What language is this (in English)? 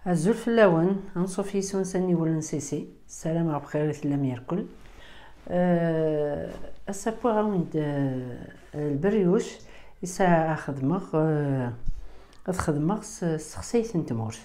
Kabyle